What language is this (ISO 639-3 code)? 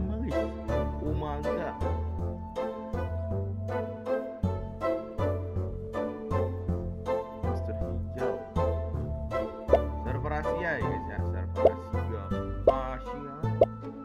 ind